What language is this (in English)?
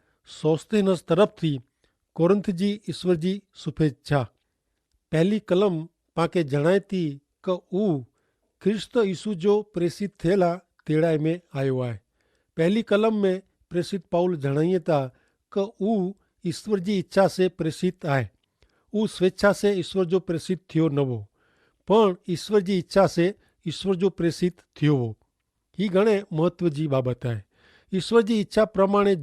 Kachhi